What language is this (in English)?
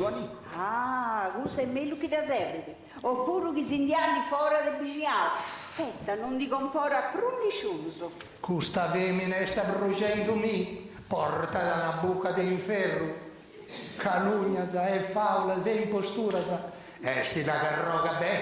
Sardinian